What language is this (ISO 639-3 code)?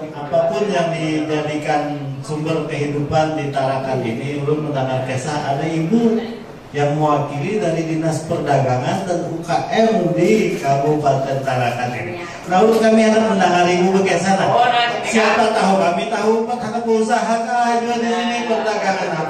bjn